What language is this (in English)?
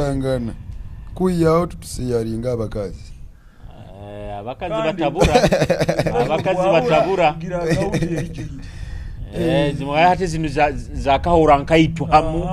Nyoro